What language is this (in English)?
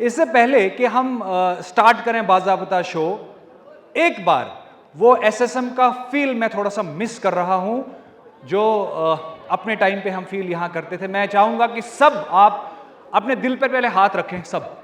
Kashmiri